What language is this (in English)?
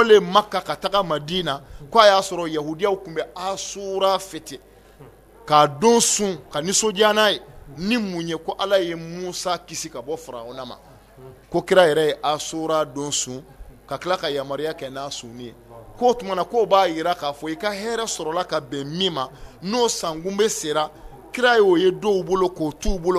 Bambara